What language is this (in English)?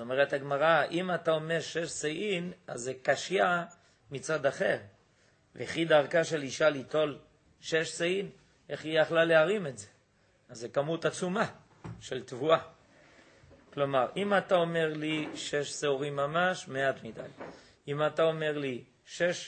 Hebrew